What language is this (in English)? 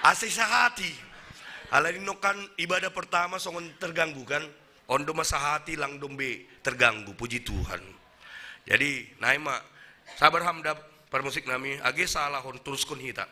Batak Simalungun